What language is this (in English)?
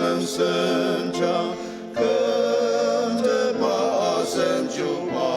Ao Naga